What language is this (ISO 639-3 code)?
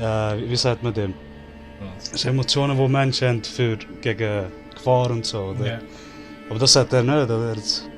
gsw